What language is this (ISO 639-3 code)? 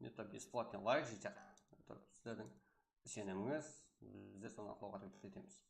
kaa